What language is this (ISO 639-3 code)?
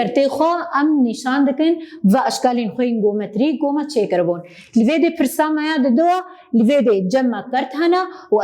kur